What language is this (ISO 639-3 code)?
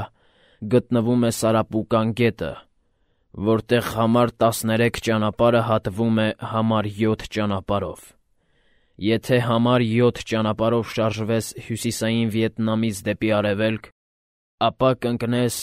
hye